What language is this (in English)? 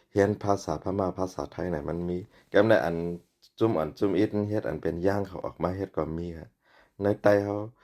Shan